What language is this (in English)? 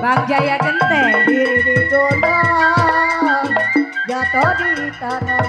Betawi